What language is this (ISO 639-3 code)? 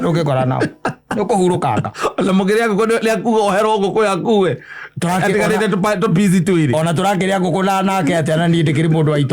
kik